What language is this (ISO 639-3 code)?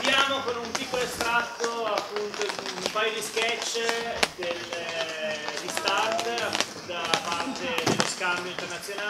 ita